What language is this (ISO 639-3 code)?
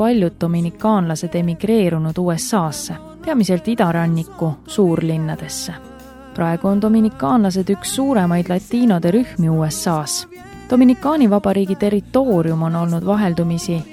est